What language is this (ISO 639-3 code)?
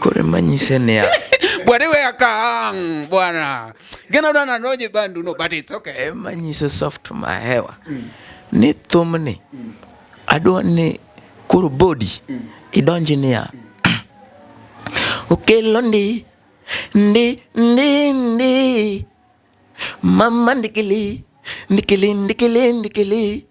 luo